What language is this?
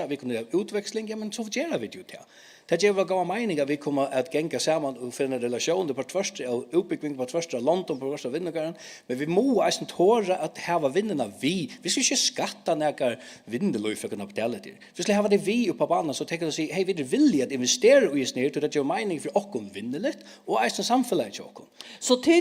Faroese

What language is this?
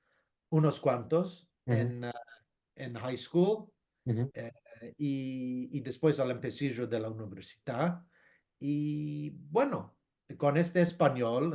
Ladino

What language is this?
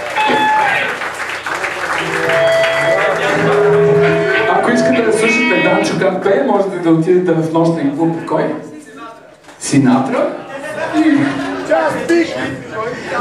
Bulgarian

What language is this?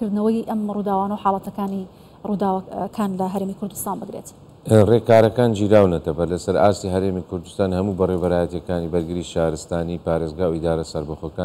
Central Kurdish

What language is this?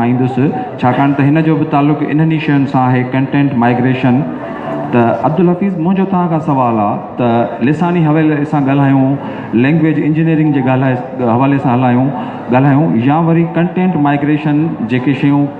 Sindhi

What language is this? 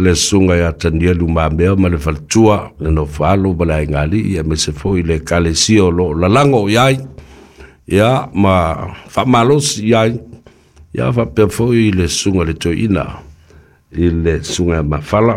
Samoan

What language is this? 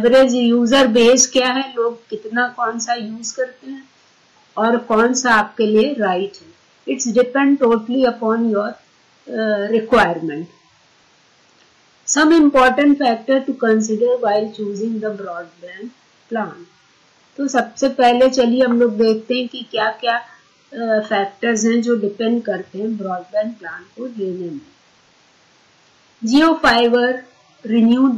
Hindi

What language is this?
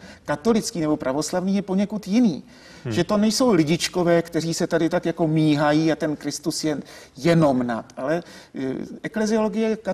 Czech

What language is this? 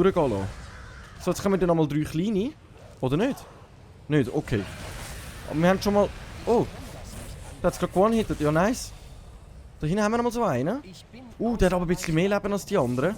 Swiss German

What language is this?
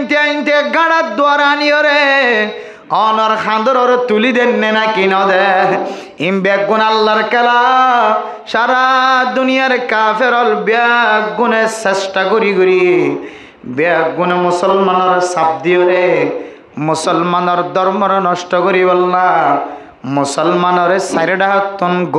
Rohingya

